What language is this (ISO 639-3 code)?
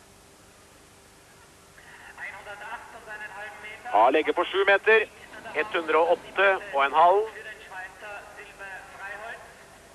nor